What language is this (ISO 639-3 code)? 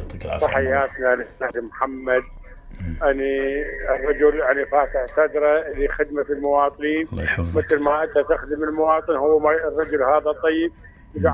acm